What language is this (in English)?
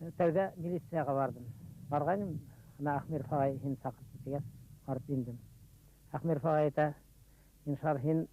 Bashkir